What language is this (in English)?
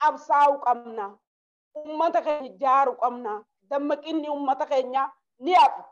Oromo